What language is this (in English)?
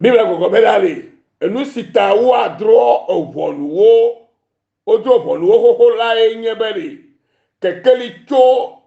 Ewe